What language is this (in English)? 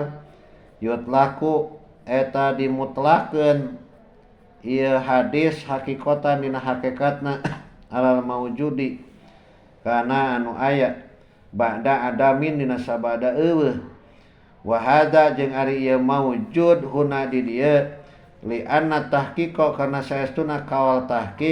Sundanese